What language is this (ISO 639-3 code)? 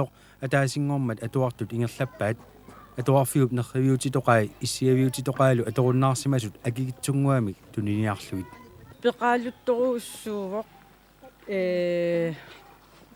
kal